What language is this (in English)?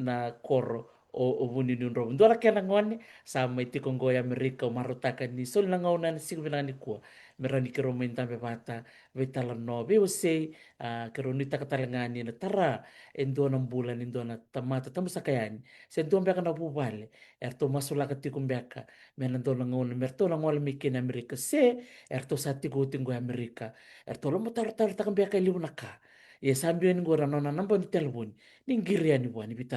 Fijian